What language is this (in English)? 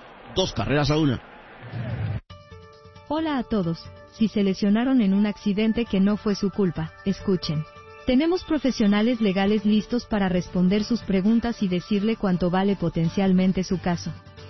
Spanish